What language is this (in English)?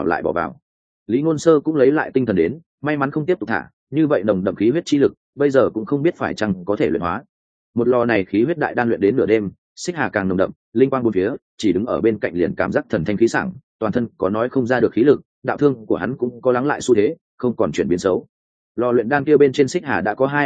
Vietnamese